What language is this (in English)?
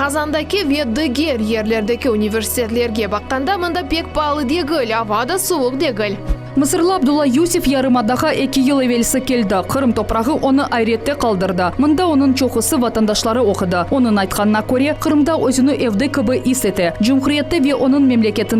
Crimean Tatar